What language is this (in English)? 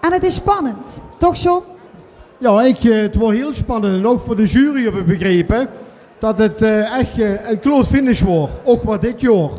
Limburgish